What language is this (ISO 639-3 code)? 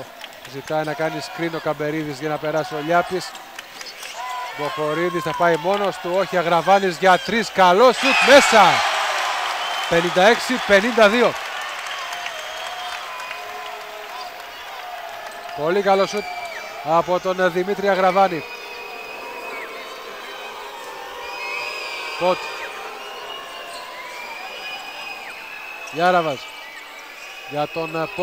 ell